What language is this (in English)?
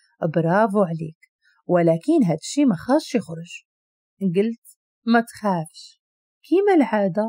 Moroccan Arabic